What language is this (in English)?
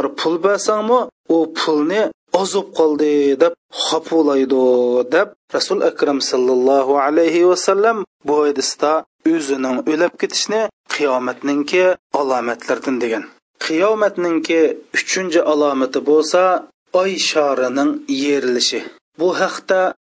Uyghur